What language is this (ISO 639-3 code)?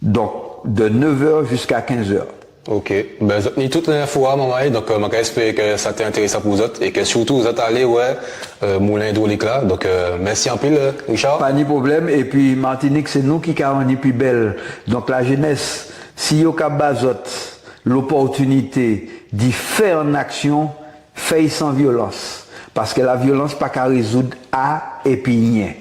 gcf